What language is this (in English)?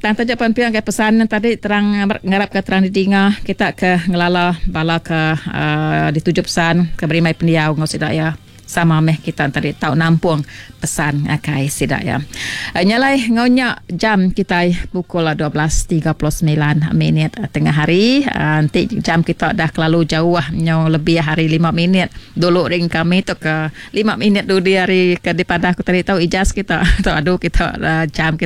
Iban